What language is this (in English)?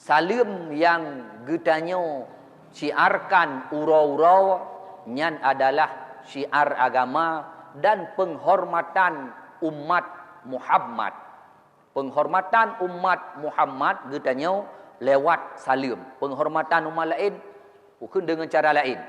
Achinese